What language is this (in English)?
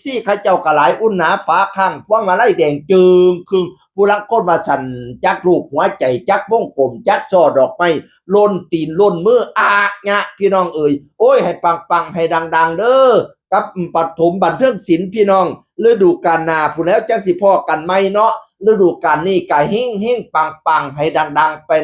Northeastern Thai